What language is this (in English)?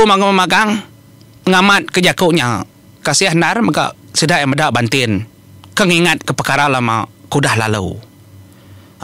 Iban